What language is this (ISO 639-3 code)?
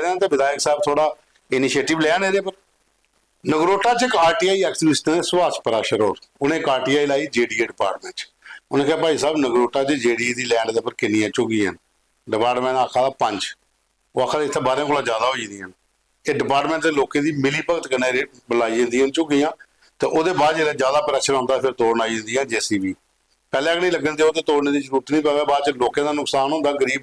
doi